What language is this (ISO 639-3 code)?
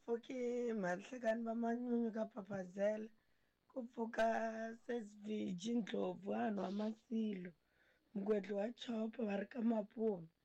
tso